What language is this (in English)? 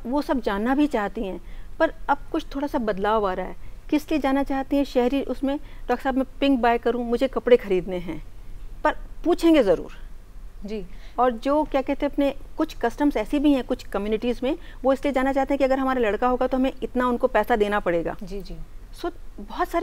Hindi